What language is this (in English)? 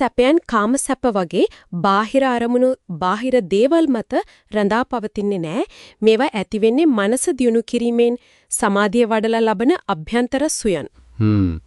Sinhala